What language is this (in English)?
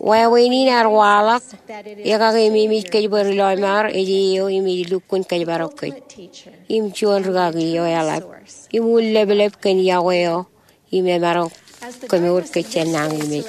Marshallese